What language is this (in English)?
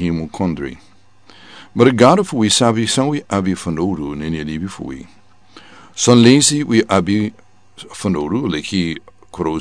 Sranan Tongo